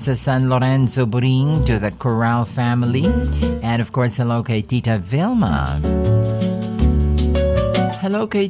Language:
Filipino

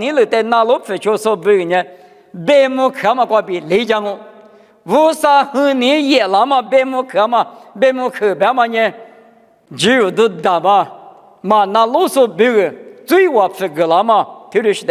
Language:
Lisu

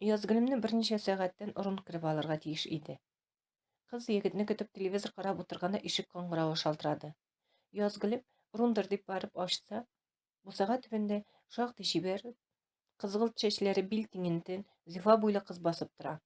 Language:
Tatar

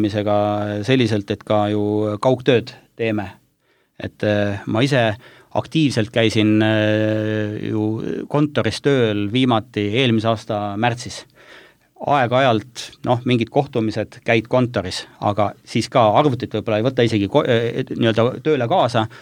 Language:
Estonian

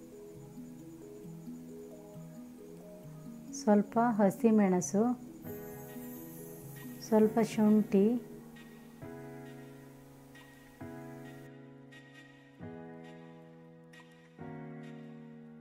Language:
Kannada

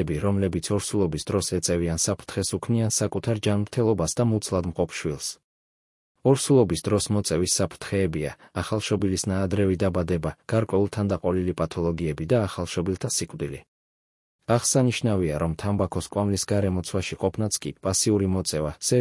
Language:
Georgian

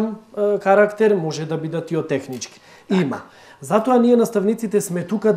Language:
Macedonian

